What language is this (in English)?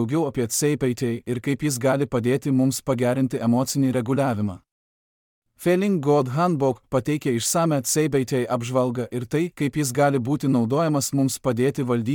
Lithuanian